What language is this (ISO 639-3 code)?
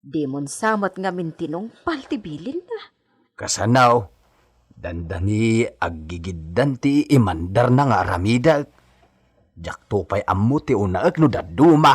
ilo